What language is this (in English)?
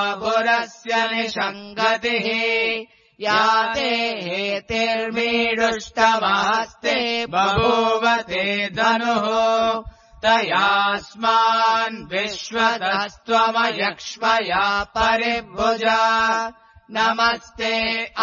Sanskrit